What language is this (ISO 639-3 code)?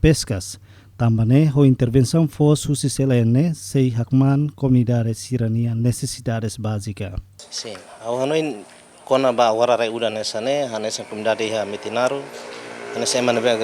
tet